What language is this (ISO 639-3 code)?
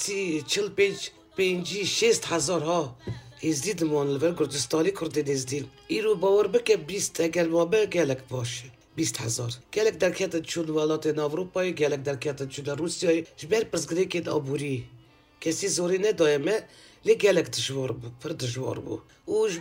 kur